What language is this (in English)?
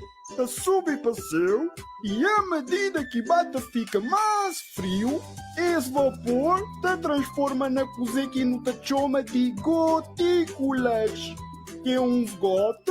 Kabuverdianu